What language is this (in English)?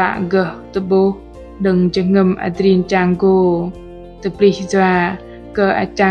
Bahnar